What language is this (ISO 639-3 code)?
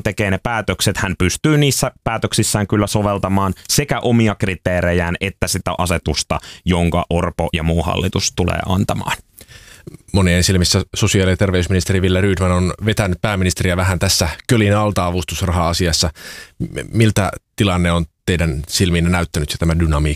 fin